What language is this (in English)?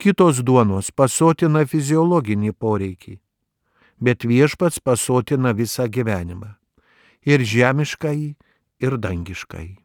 Lithuanian